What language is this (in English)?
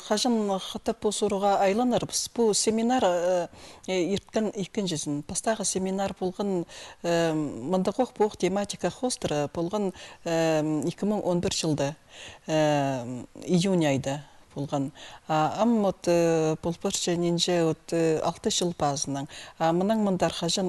Khakas